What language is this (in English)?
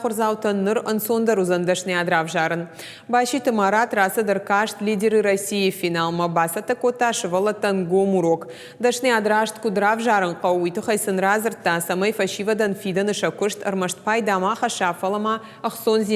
Ossetic